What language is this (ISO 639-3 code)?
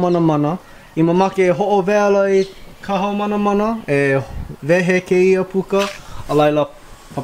haw